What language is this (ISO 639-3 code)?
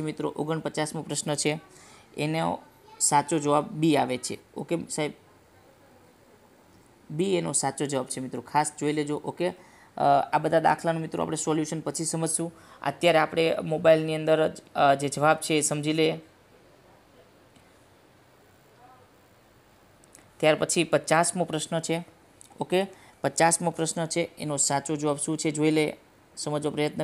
guj